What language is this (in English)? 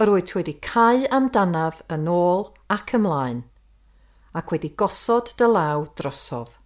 Welsh